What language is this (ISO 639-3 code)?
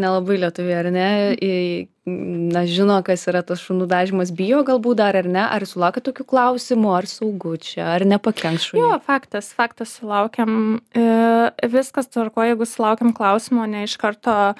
lit